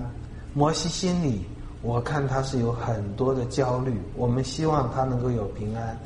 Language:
Chinese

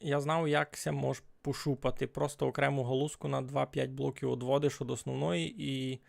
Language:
Rusyn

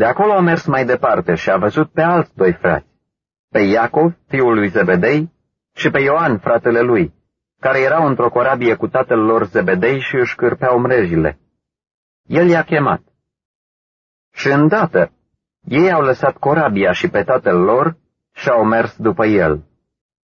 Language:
Romanian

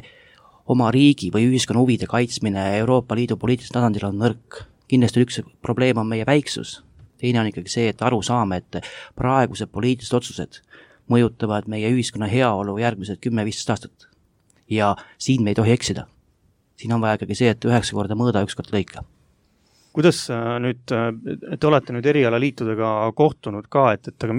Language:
Estonian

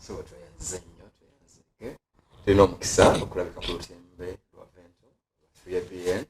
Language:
Ganda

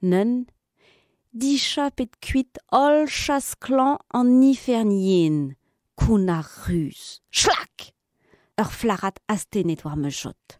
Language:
Breton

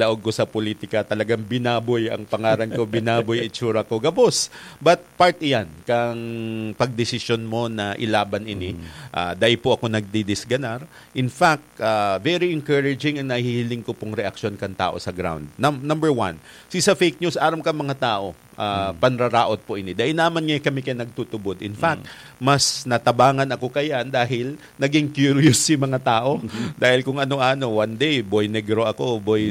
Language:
Bikol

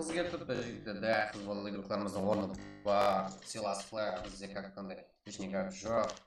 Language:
Kara-Kalpak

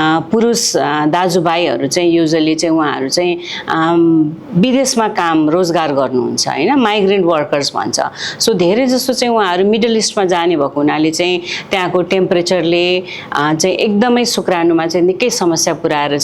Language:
Nepali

